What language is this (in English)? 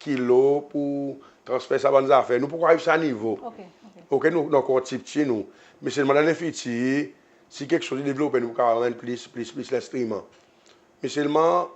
Seselwa Creole French